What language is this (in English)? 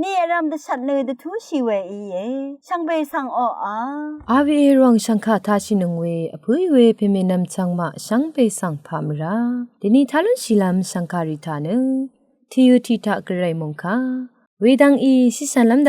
Rawang